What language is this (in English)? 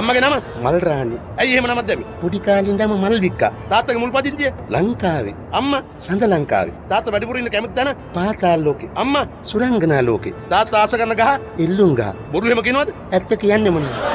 Sinhala